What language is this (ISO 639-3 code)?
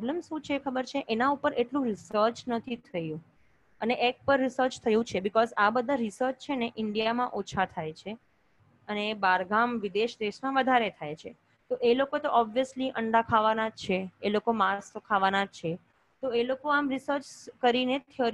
guj